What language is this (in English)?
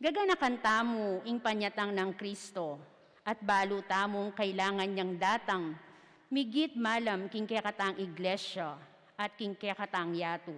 Pampanga